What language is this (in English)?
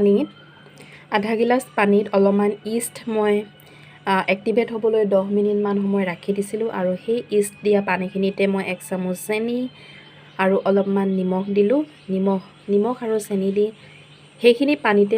Assamese